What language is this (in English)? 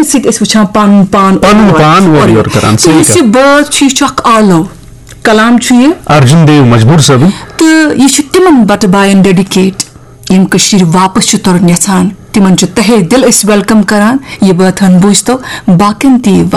Kashmiri